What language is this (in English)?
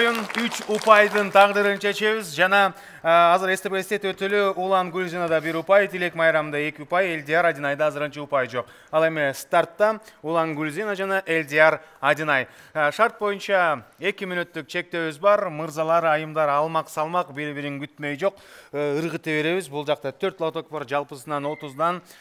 Kyrgyz